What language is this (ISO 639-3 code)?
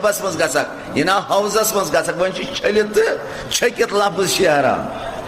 kas